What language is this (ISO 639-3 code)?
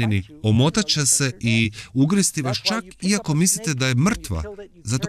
hrv